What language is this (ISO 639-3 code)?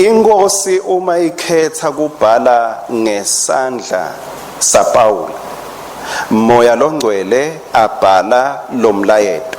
ssw